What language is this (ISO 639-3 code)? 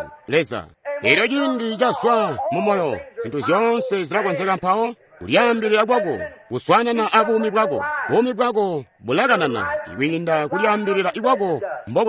toi